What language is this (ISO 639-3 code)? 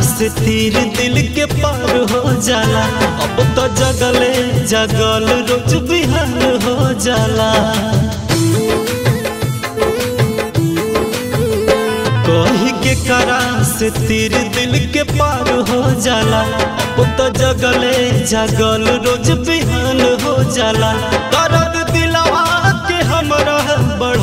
bho